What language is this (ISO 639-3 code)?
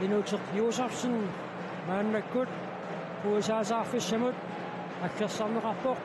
kal